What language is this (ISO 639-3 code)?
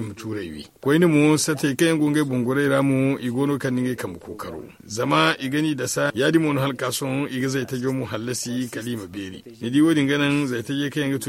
dje